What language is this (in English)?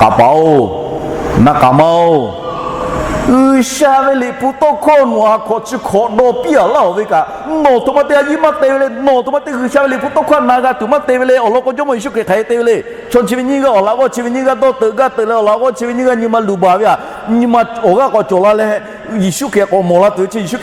Lahu